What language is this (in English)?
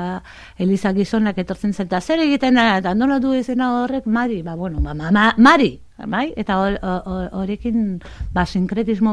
Basque